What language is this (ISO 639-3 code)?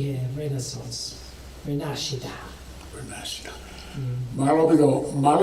ton